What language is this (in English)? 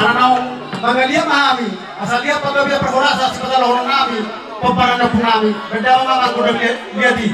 Batak Toba